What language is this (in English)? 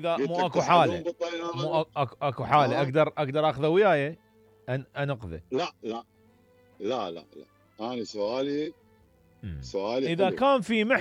Mesopotamian Arabic